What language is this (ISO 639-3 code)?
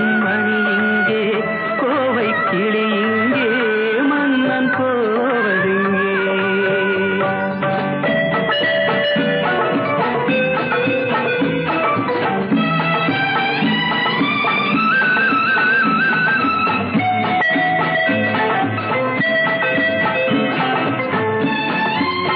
tam